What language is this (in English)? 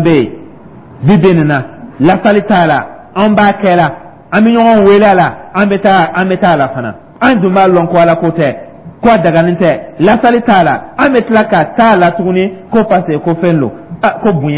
Dyula